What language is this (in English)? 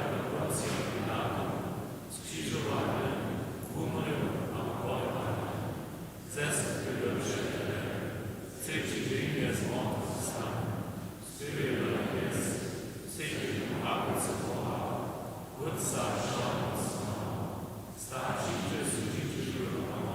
Upper Sorbian